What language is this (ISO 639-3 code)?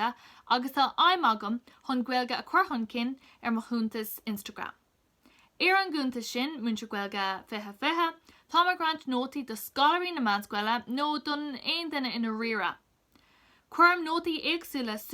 gle